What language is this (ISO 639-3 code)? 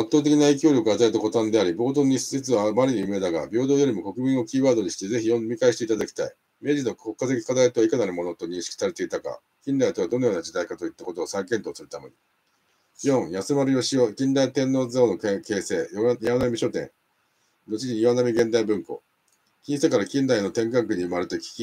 jpn